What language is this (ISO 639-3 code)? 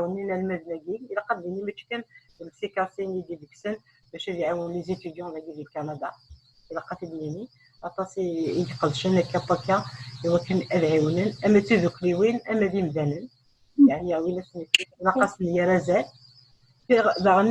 kab